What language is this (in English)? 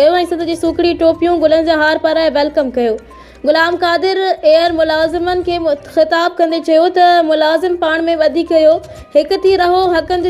Sindhi